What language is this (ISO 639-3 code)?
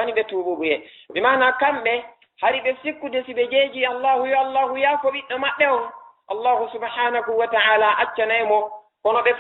ful